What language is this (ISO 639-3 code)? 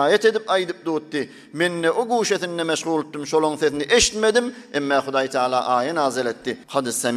tuk